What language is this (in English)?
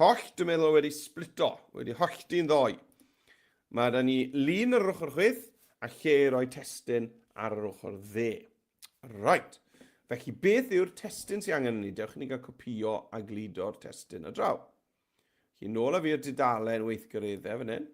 Welsh